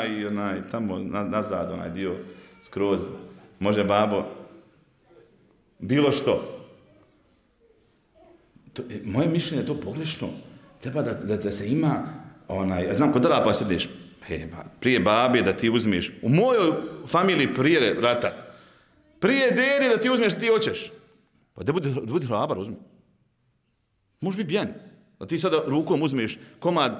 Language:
Bosnian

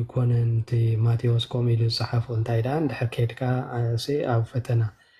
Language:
Tigrinya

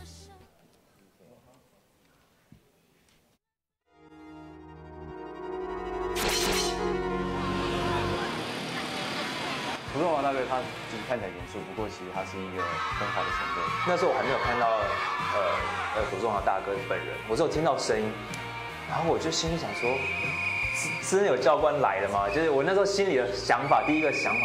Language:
Chinese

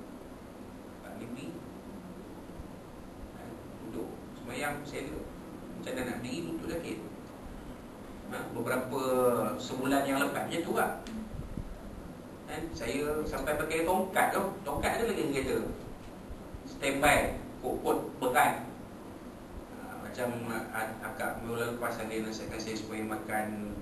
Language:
Malay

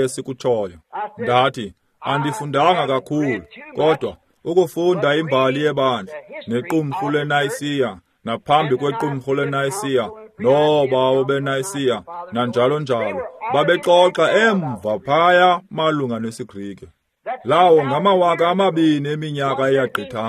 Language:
Xhosa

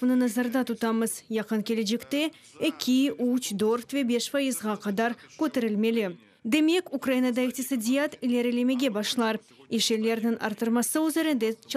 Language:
Crimean Tatar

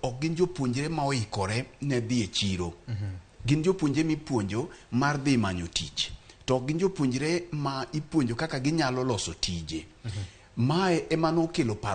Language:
Luo (Kenya and Tanzania)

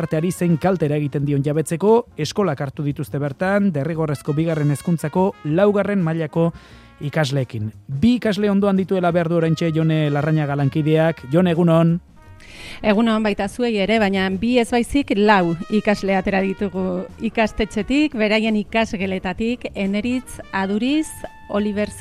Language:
Basque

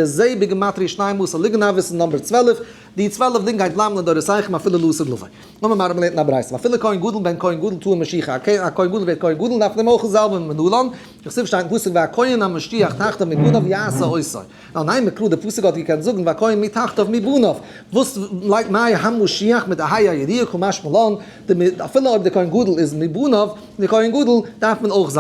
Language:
Yiddish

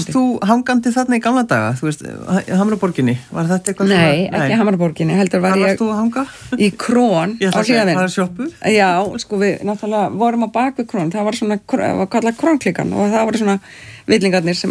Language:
Icelandic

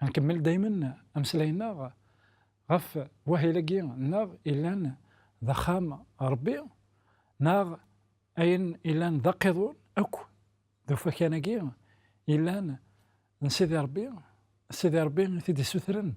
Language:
Kabyle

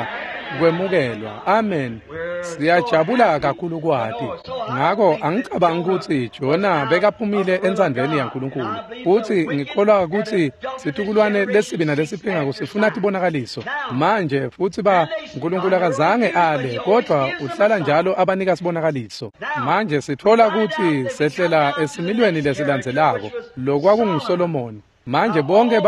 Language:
Swati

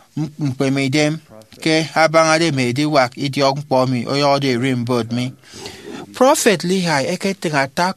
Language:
Efik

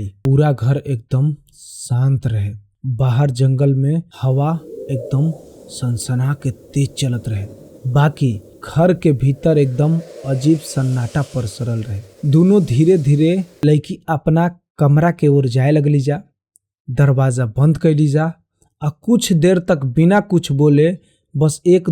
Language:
Bhojpuri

